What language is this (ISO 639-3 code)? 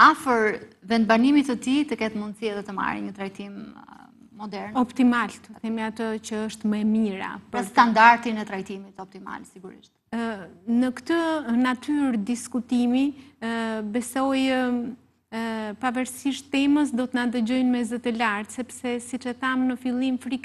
sqi